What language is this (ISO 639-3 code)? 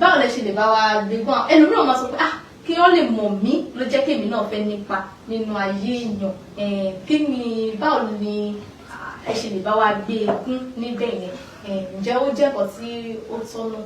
yor